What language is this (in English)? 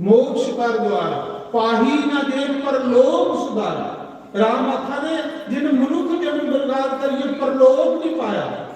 Dogri